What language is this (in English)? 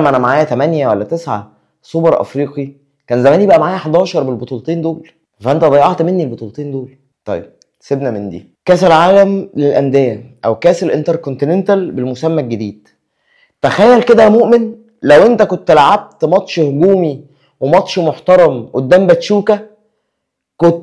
Egyptian Arabic